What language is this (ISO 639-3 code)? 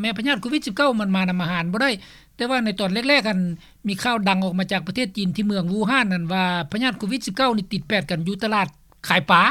lao